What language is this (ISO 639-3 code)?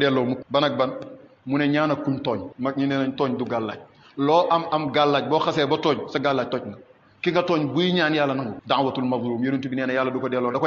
wol